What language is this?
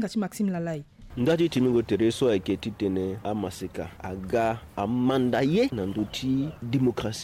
Sango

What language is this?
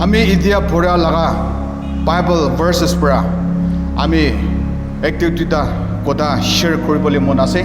Naga Pidgin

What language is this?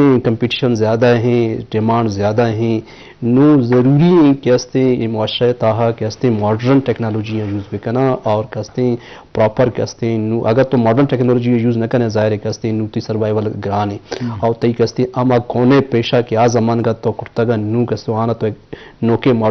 Eastern Balochi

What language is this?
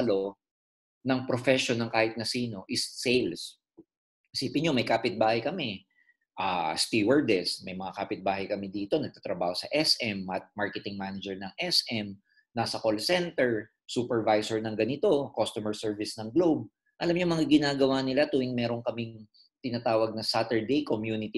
Filipino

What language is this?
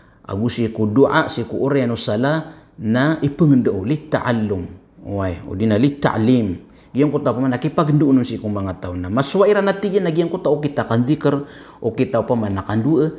Maranao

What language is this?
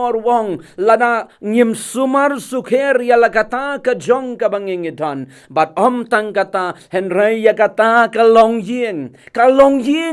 Khasi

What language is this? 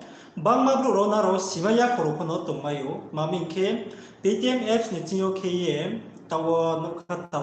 Riang (India)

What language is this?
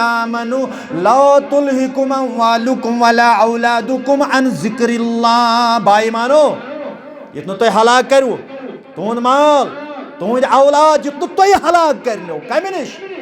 Kashmiri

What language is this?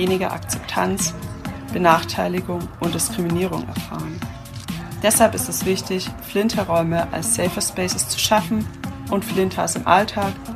German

